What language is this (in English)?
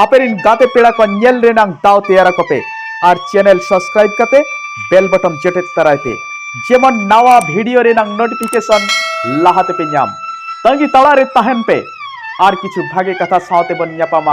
Santali